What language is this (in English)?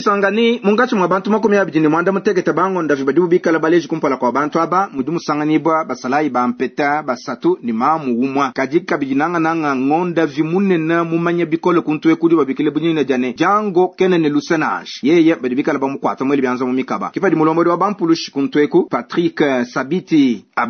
Luba-Lulua